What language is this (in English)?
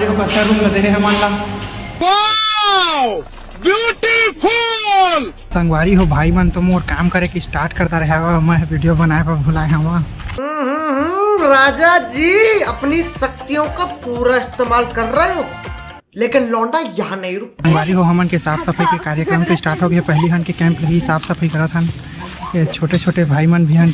Chhattisgarhi